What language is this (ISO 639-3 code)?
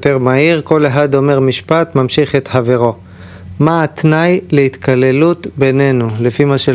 heb